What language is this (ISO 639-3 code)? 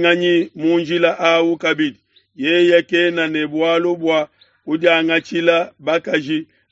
lua